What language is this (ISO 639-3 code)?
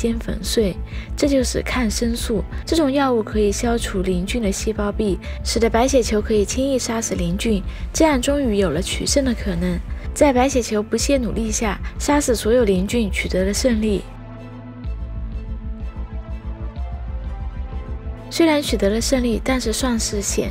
zho